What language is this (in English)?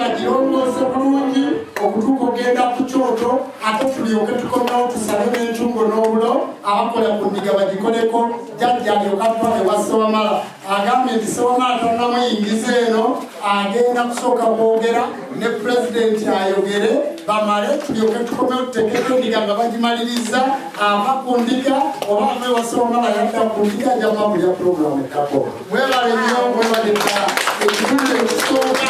Ganda